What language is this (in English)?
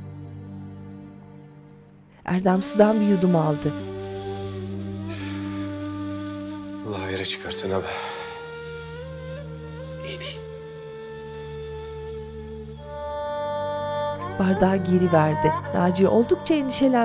Turkish